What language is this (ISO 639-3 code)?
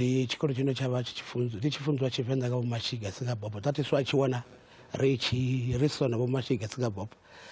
ven